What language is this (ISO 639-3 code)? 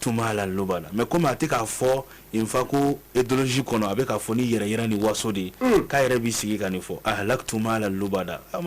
bam